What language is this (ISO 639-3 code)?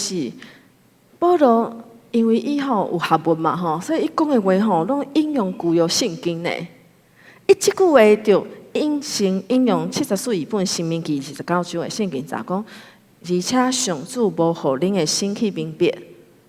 nan